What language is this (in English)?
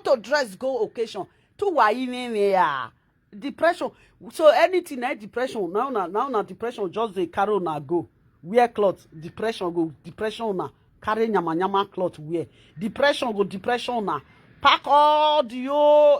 Nigerian Pidgin